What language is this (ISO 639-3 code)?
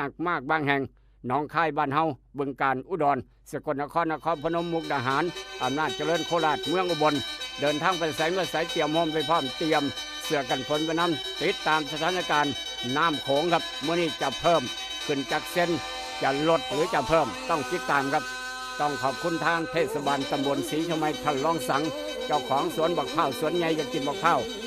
tts